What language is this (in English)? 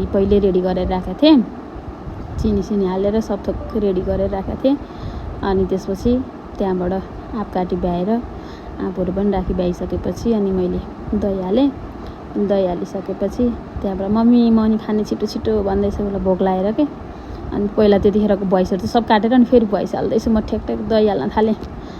Nepali